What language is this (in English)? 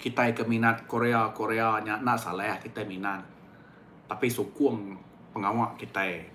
Iban